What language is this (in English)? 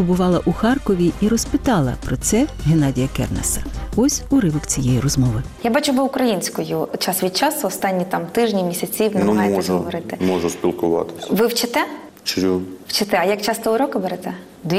Ukrainian